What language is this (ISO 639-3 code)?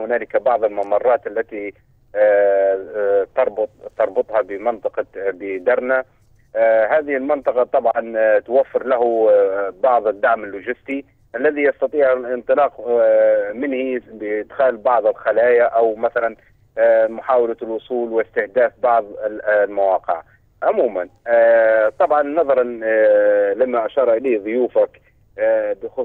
ara